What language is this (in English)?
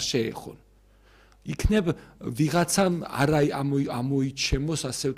Georgian